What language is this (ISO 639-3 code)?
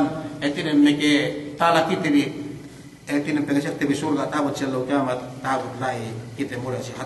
yka